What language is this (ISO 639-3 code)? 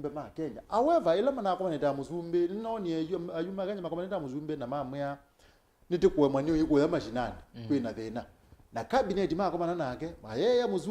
kam